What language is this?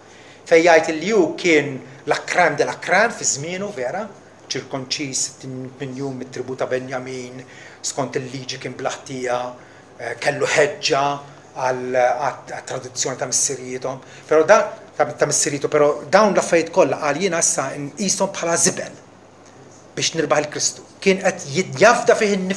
Maltese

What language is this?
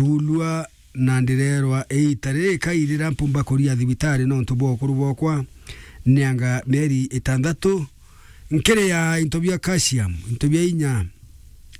Meru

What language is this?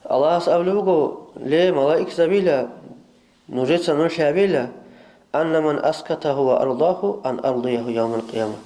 Avaric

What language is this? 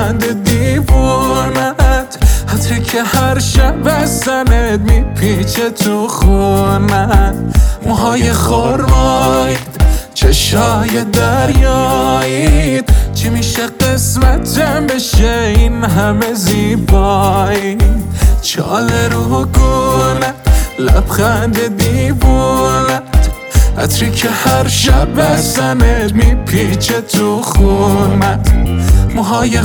Persian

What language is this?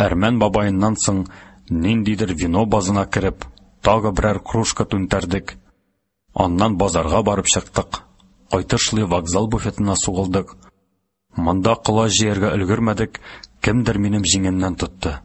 Tatar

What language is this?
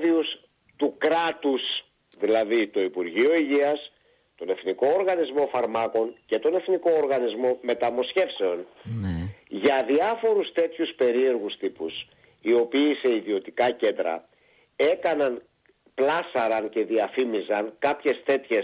Greek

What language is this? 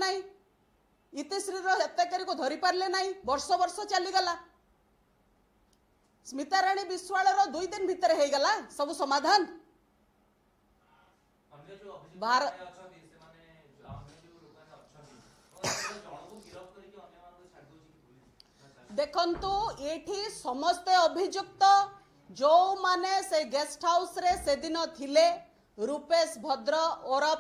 Odia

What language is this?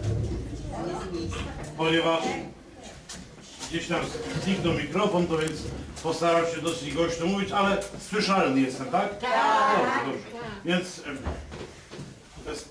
Polish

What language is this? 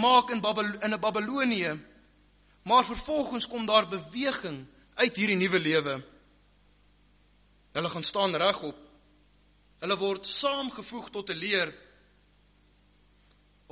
Afrikaans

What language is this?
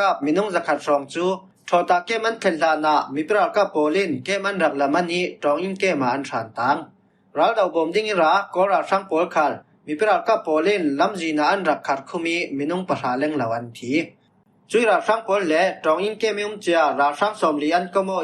Falam Chin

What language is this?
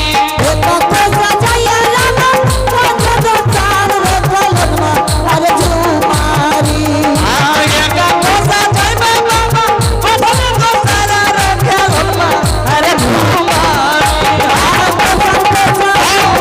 Angika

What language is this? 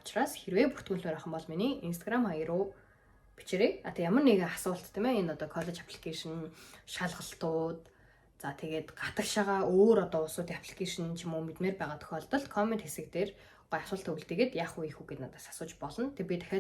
Mongolian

